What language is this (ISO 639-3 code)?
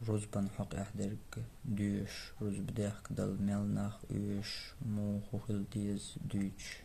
che